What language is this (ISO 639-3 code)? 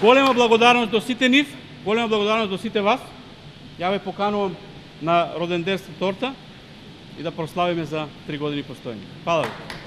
mkd